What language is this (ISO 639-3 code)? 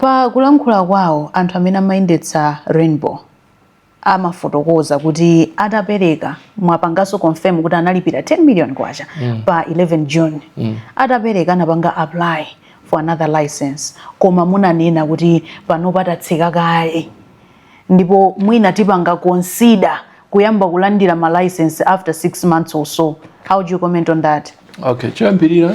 nya